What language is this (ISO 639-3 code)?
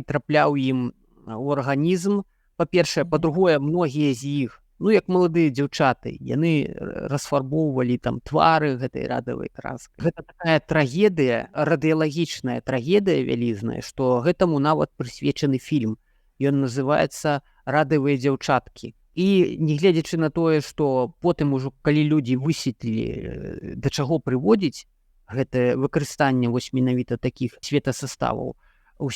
bel